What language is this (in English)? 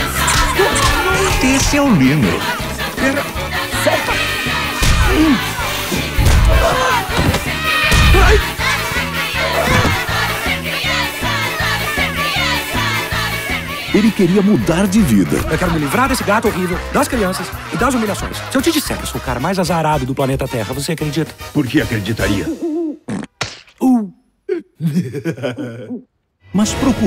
Portuguese